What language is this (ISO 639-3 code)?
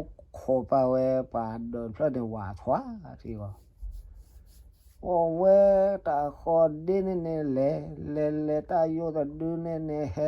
ksw